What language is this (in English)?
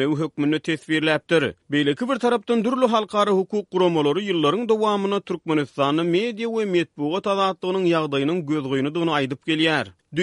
Turkmen